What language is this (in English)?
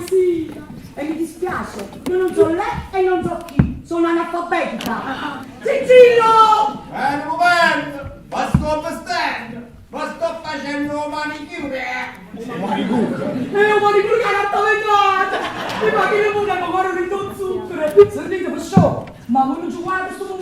Neapolitan